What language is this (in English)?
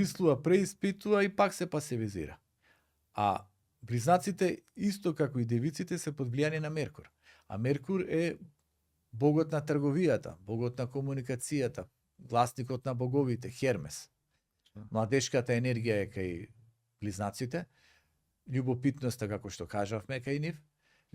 Macedonian